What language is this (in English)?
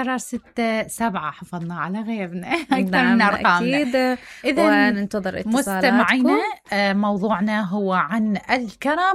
Mesopotamian Arabic